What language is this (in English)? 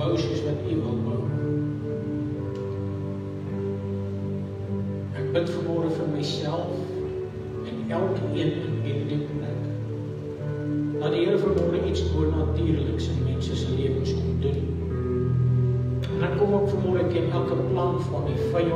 Afrikaans